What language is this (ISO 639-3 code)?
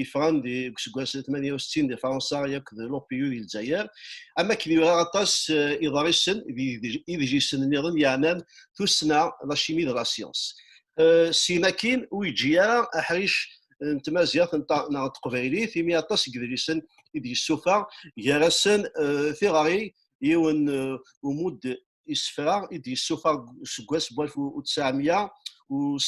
kab